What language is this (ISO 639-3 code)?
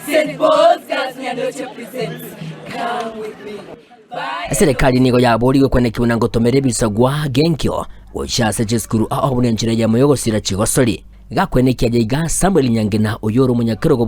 guz